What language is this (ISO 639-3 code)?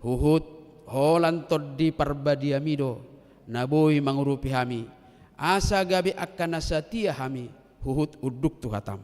bbc